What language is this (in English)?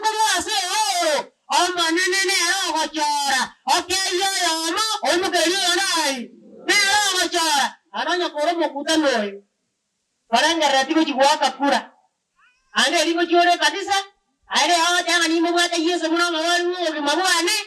Gusii